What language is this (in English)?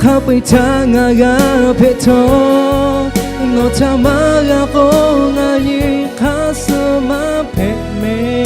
Lahu